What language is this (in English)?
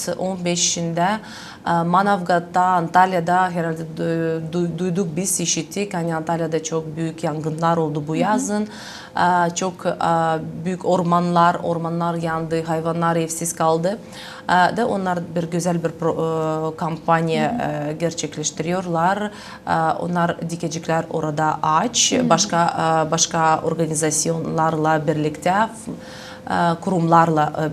Gagauz